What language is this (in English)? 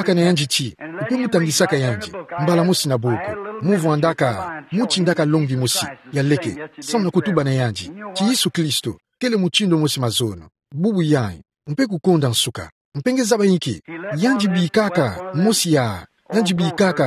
Kituba (Democratic Republic of Congo)